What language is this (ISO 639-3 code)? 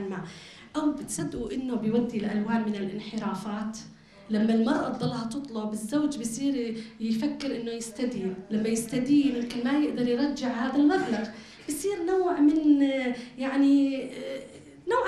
apc